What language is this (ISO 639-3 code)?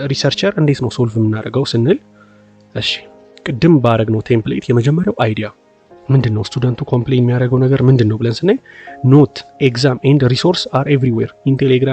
amh